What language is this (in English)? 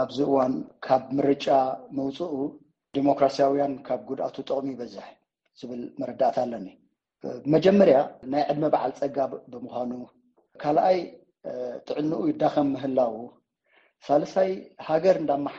Tigrinya